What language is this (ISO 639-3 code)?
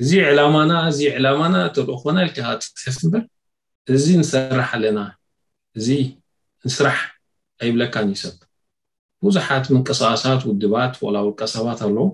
tir